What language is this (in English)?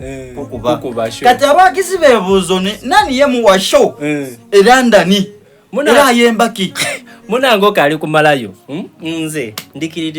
Soga